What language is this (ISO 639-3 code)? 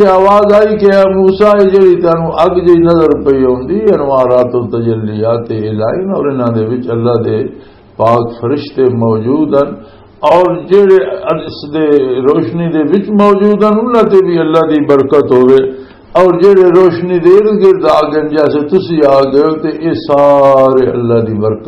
lah